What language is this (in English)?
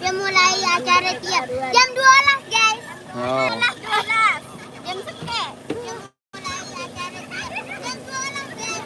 Sasak